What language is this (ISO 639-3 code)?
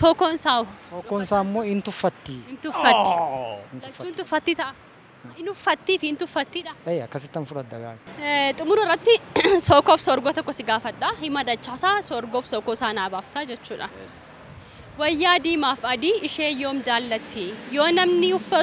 orm